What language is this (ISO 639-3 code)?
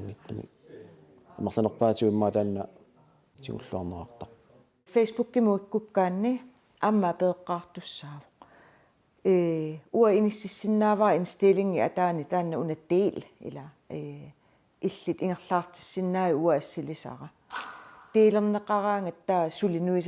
kal